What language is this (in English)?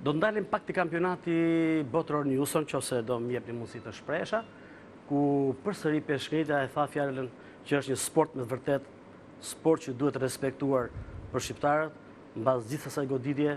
Albanian